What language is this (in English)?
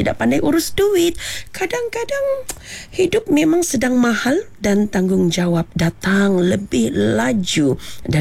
Malay